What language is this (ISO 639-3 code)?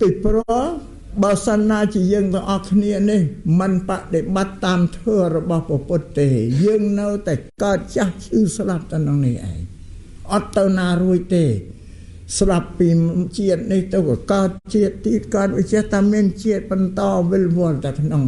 khm